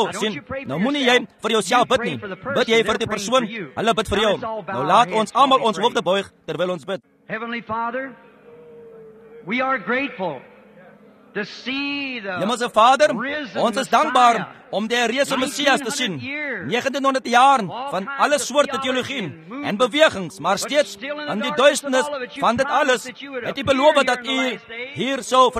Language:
Afrikaans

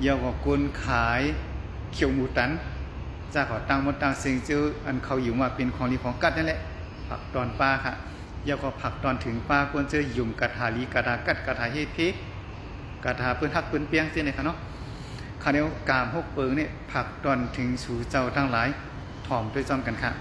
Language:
Shan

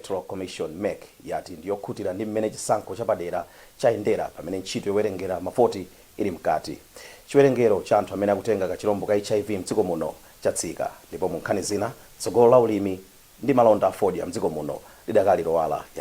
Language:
Nyanja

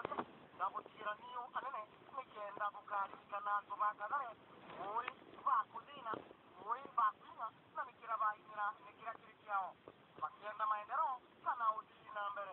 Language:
Meru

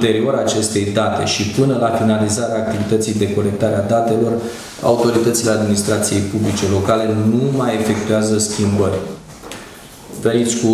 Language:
Romanian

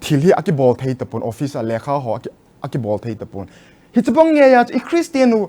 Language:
Thado Chin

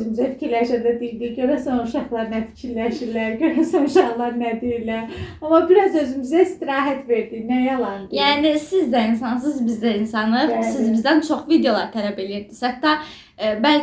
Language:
Azerbaijani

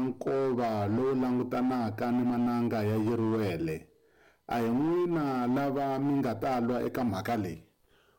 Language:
Tsonga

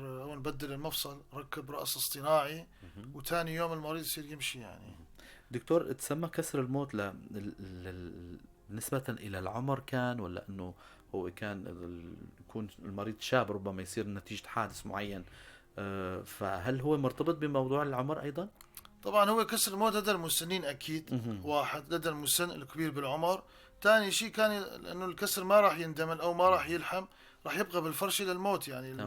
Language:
North Levantine Arabic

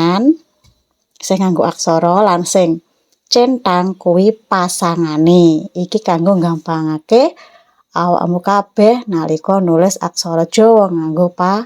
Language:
Javanese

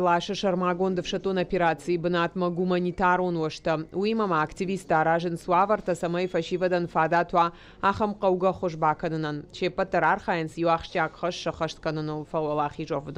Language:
Ossetic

